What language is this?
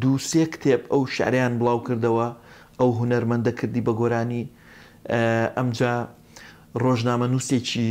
Central Kurdish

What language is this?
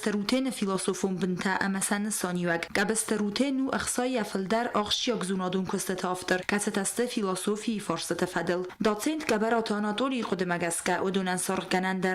Ossetic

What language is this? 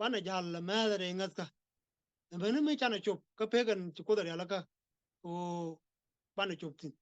Nuer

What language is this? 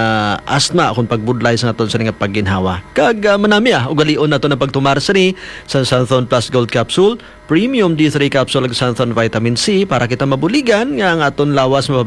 Hiligaynon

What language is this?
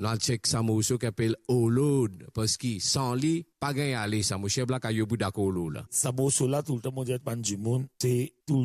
Morisyen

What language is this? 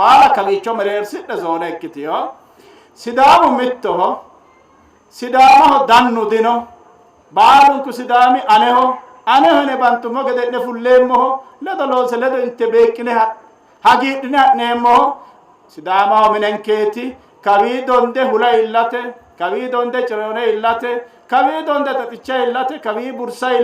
Sidamo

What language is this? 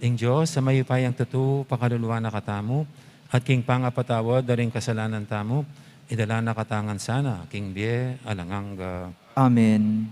Pampanga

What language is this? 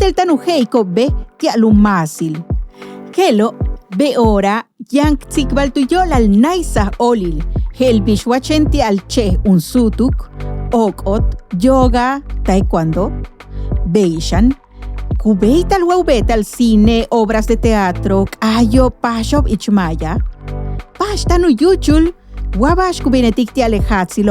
Yucateco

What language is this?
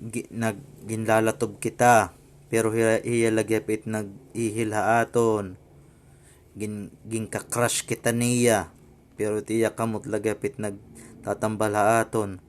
Waray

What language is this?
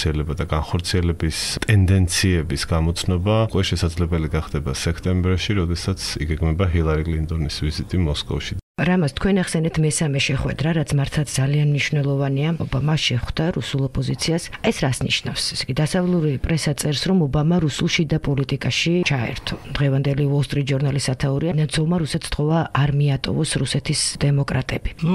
Georgian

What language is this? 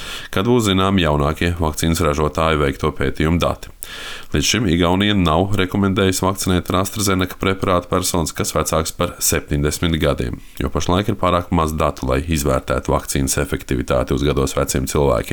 Latvian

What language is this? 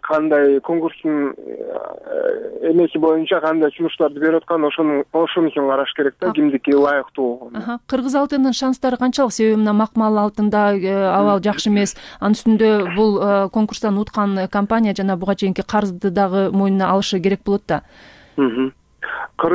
Kyrgyz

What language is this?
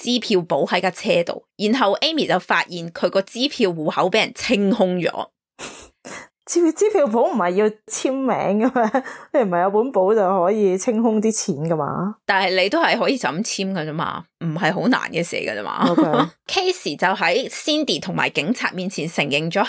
Cantonese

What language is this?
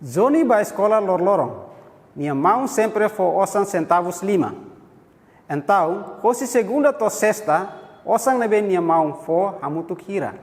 Tetum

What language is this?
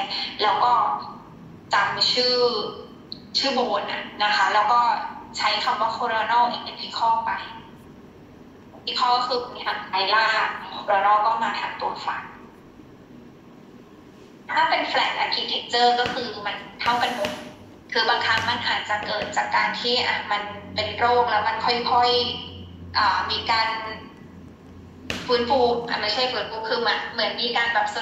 Thai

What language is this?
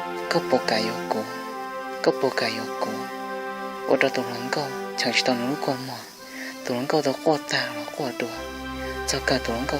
Hmong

